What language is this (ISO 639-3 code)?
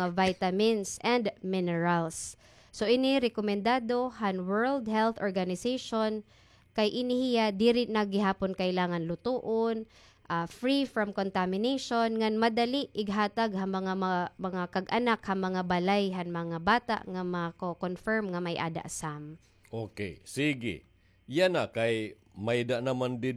war